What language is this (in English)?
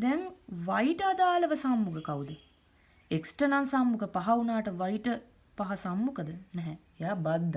Sinhala